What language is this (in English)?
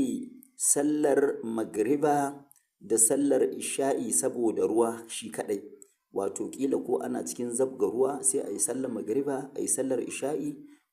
Hausa